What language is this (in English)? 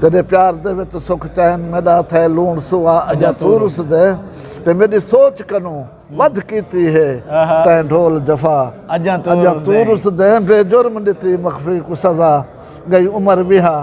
Saraiki